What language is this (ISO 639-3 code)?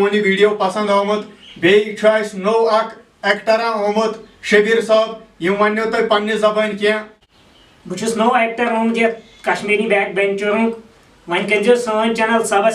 kas